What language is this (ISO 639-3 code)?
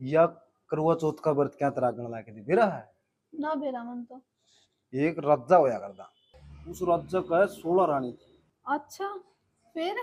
bgc